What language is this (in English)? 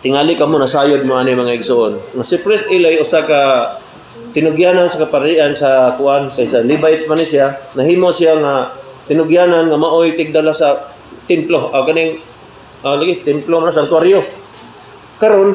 Cebuano